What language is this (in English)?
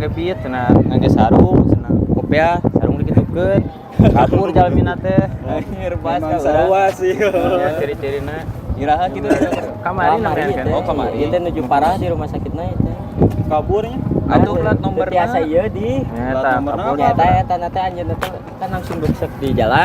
Sundanese